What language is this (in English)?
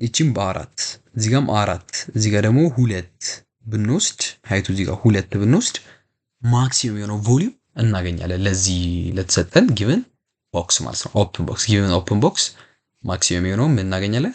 Amharic